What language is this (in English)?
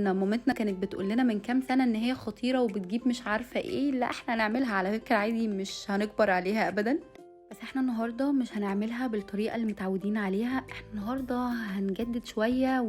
Egyptian Arabic